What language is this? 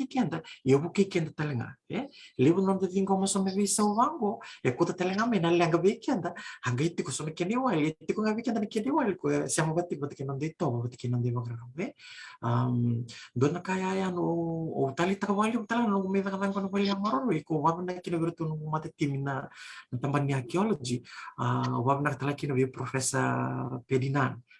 Fijian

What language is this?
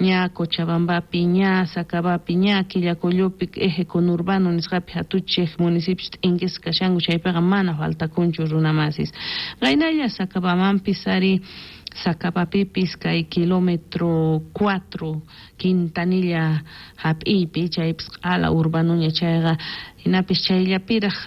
South Bolivian Quechua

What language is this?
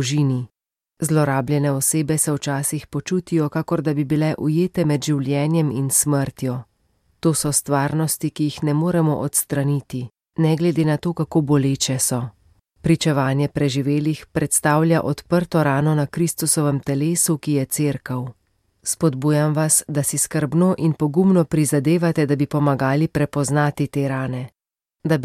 Slovenian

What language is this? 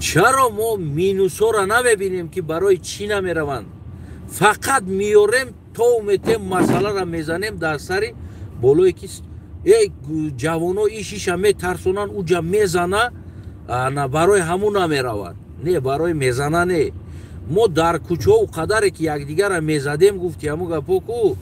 Tajik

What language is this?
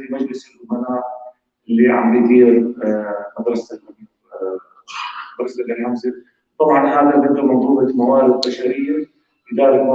North Levantine Arabic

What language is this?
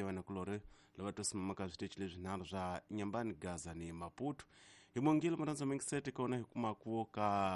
Tsonga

